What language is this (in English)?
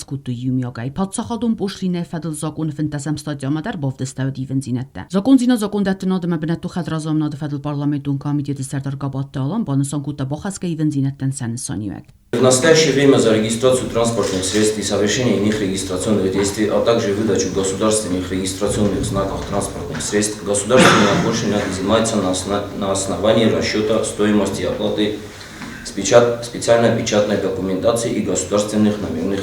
Ossetic